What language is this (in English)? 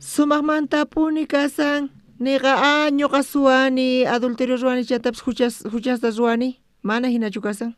South Bolivian Quechua